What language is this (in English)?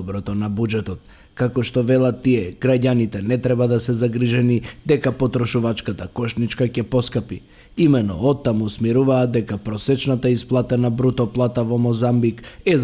Macedonian